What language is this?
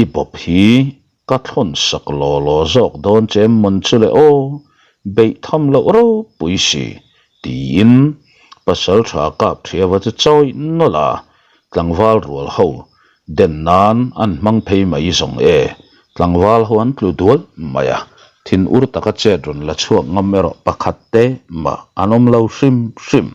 Mizo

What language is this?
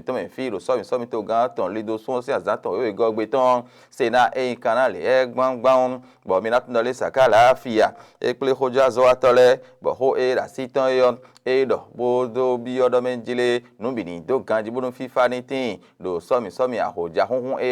Fon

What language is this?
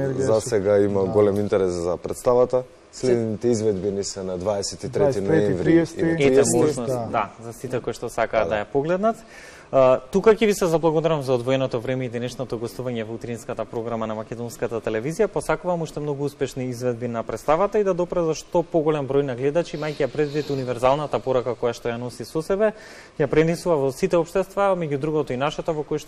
Macedonian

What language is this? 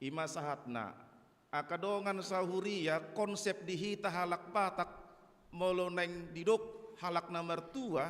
Batak Toba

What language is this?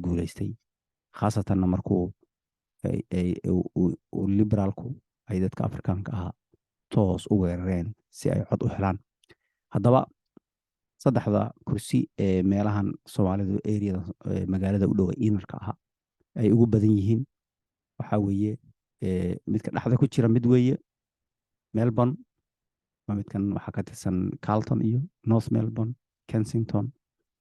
Somali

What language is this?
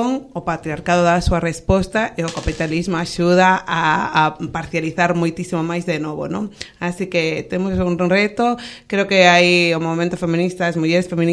Galician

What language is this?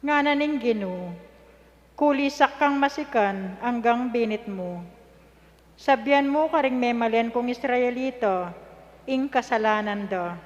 Pampanga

